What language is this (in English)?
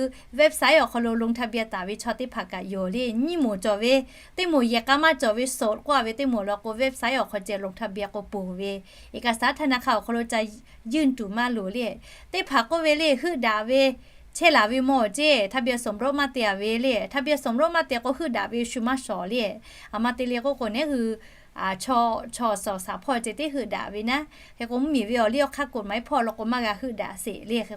Lahu